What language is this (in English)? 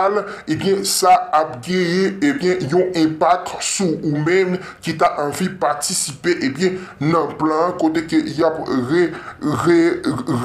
Haitian Creole